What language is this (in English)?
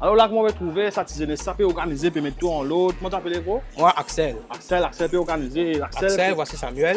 Morisyen